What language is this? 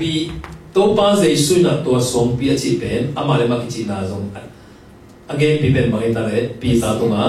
Tedim Chin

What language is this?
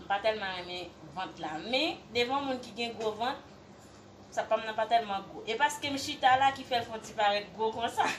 Haitian Creole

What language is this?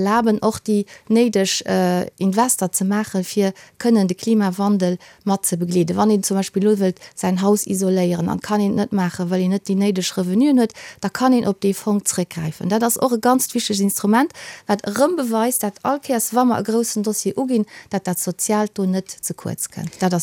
Luxembourgish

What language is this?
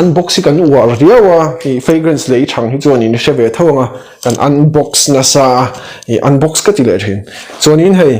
Mizo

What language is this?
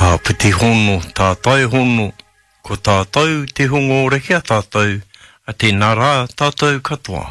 Māori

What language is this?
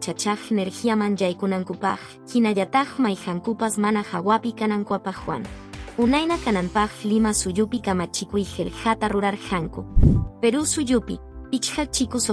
Quechua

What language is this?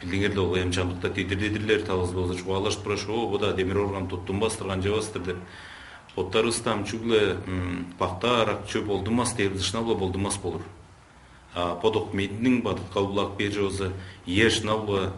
Tuvinian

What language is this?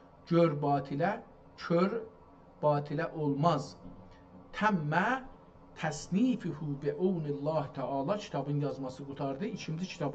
South Azerbaijani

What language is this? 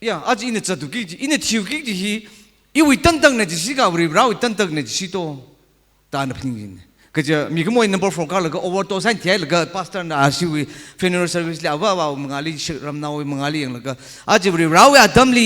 Tangkhul Naga (India)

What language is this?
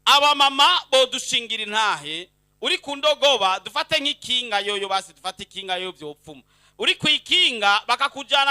Rundi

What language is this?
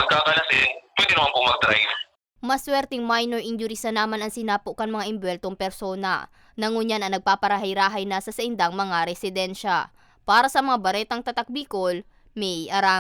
Bikol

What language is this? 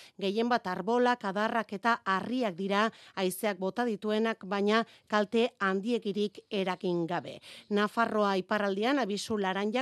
Basque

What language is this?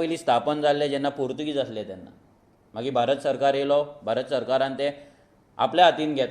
Konkani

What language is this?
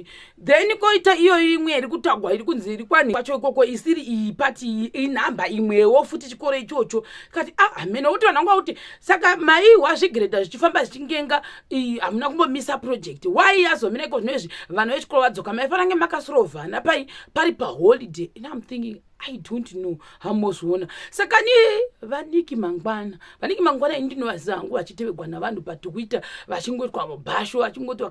Shona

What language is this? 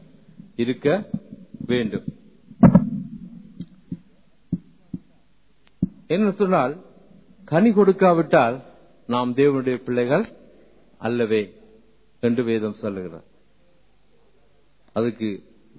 Tamil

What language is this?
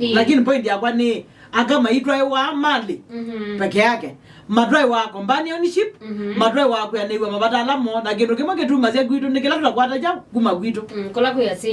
Kamba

